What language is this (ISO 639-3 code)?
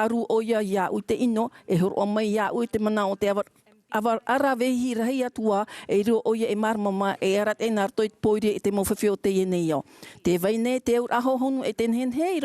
tah